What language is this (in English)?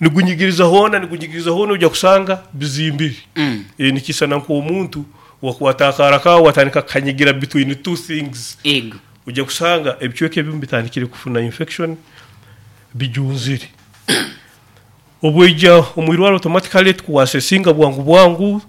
Nyoro